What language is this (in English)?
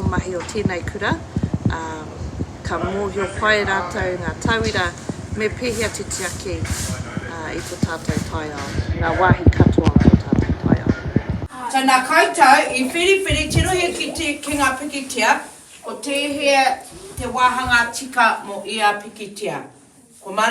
Māori